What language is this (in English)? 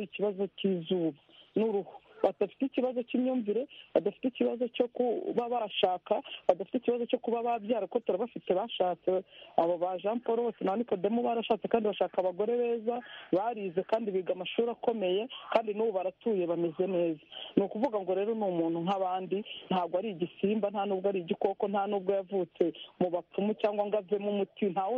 Kinyarwanda